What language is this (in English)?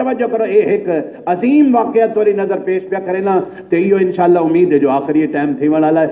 Saraiki